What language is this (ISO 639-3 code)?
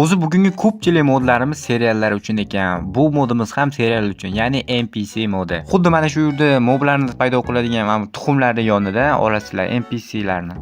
uzb